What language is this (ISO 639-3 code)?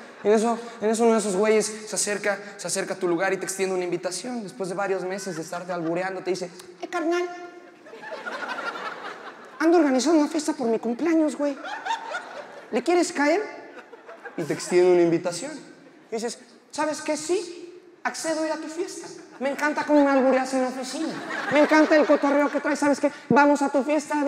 spa